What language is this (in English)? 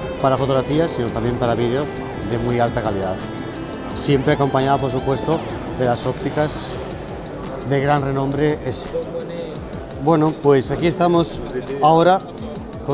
Spanish